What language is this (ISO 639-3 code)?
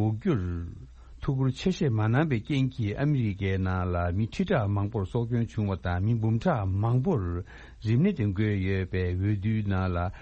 bod